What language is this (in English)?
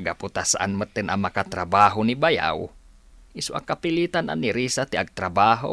Iloko